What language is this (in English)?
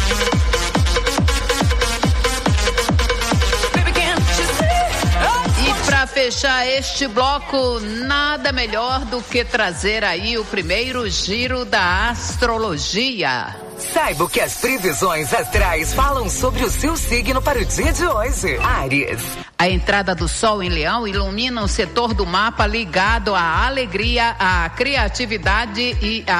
Portuguese